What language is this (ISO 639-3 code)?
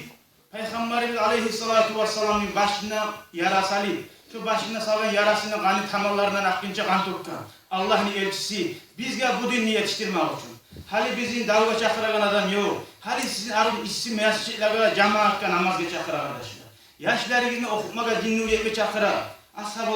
kum